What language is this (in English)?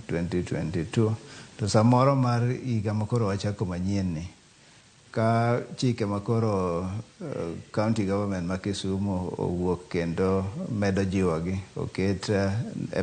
Luo (Kenya and Tanzania)